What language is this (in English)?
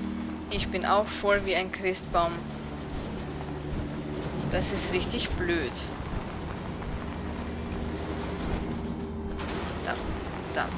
German